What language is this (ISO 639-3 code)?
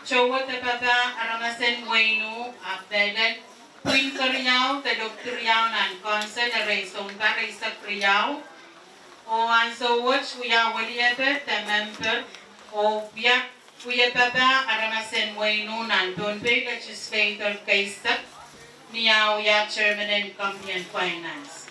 pon